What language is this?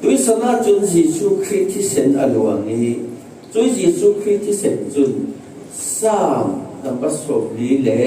Falam Chin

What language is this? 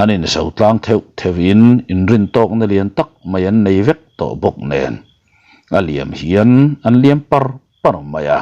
Mizo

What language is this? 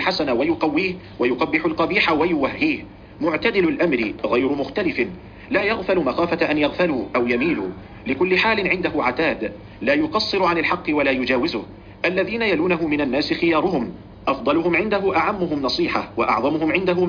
Arabic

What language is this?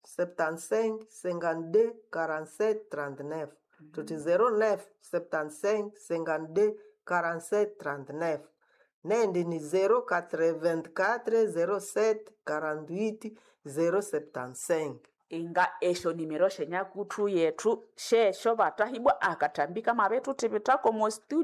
Nande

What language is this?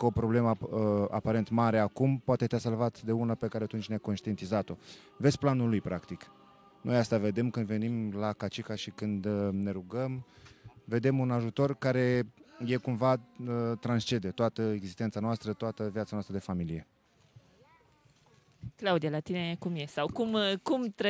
Romanian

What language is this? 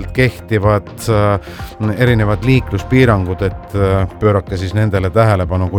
Estonian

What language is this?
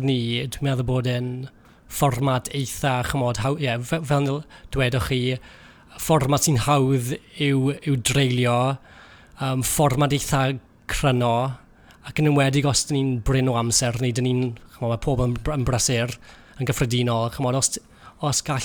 Welsh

